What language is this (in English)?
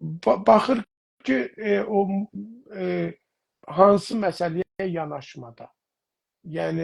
South Azerbaijani